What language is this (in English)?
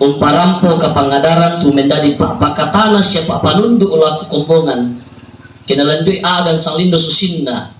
Toraja-Sa'dan